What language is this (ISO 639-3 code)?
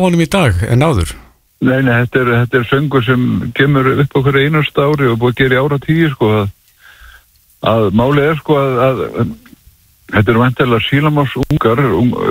isl